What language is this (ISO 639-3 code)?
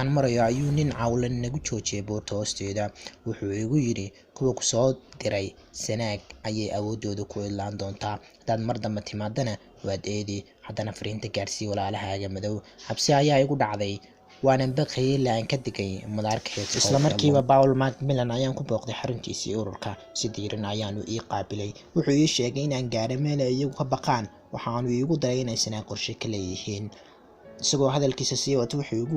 som